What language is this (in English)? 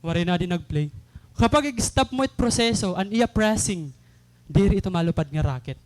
Waray